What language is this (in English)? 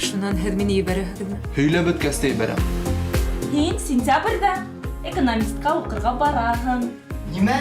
Bashkir